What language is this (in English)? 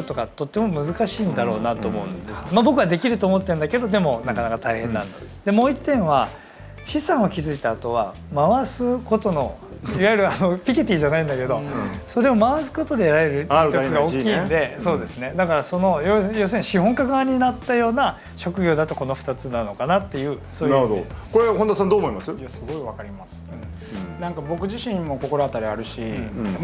Japanese